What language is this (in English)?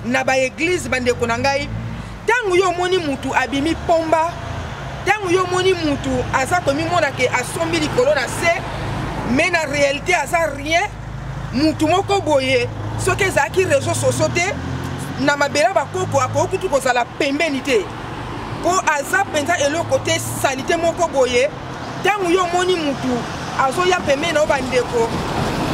Lingala